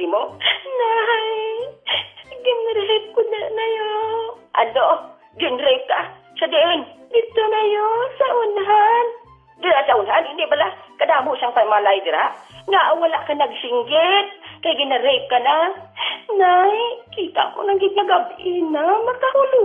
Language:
Hiligaynon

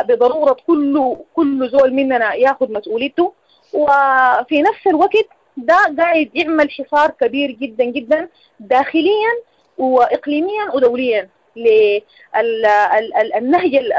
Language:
Sudanese Arabic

